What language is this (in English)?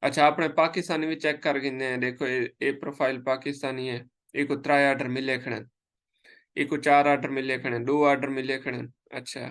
Saraiki